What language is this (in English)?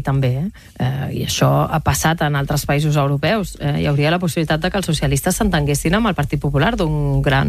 Catalan